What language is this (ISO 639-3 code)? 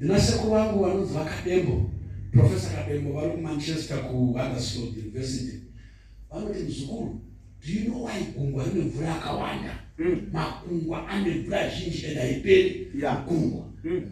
sna